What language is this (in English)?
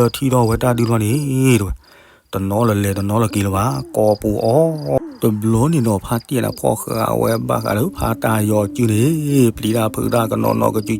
S'gaw Karen